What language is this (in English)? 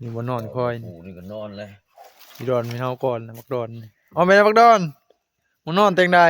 Northeastern Thai